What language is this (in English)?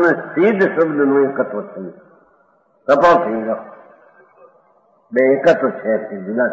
Gujarati